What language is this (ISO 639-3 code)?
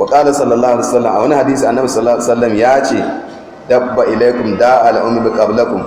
hau